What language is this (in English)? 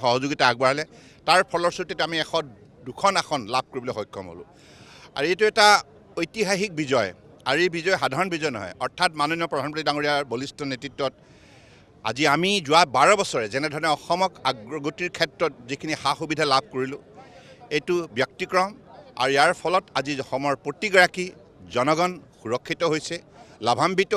Assamese